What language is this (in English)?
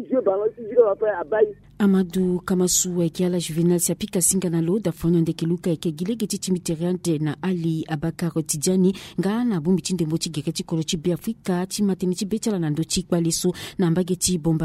Sango